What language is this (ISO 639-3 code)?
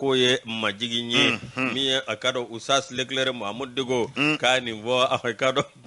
bam